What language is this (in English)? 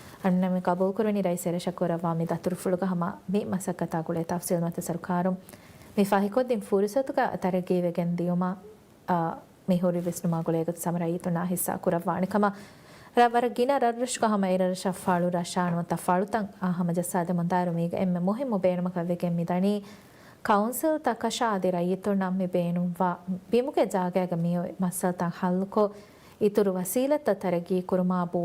Divehi